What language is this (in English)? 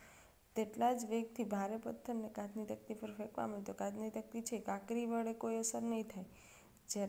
Gujarati